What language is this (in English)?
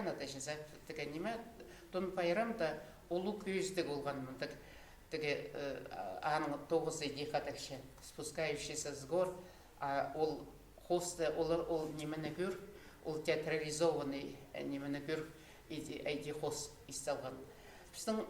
Khakas